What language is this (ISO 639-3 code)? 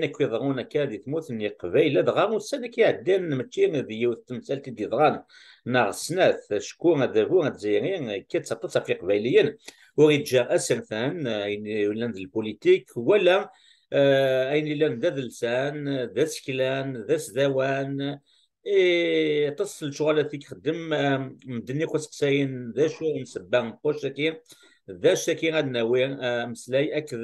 kab